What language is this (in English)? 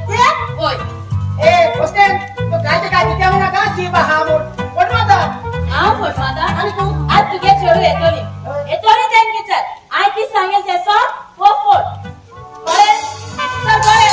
Konkani